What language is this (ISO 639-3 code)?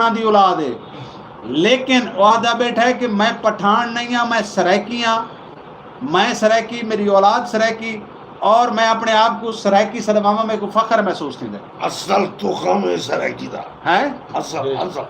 skr